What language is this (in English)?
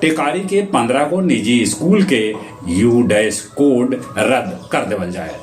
Magahi